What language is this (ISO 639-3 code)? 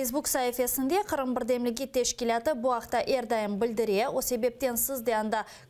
crh